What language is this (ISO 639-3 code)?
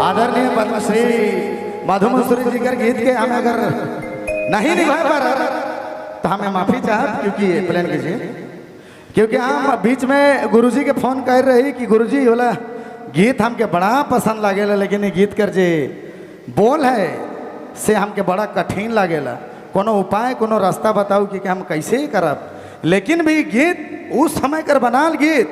sck